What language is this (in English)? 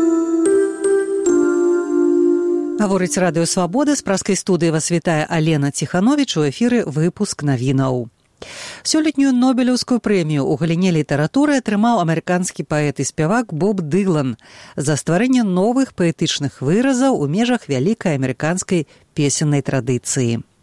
Belarusian